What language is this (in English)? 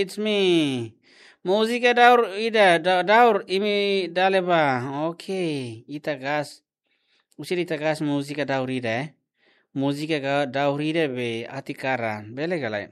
Tetum